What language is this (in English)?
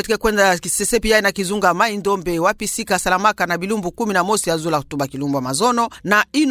Kituba (Democratic Republic of Congo)